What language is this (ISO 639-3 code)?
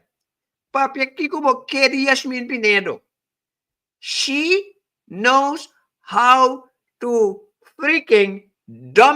pap